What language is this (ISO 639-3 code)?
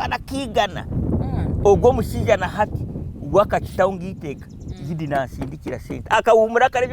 nyn